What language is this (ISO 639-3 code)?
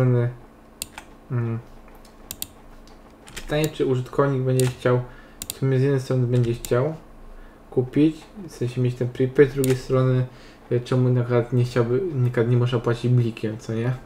pol